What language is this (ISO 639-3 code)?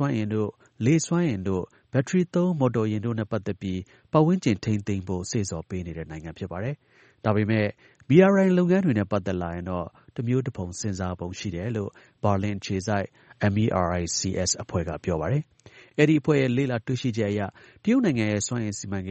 mya